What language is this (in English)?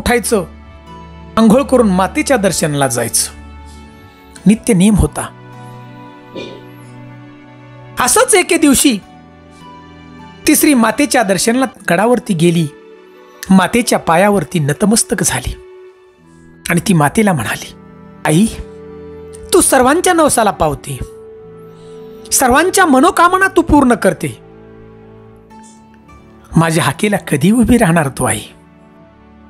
Marathi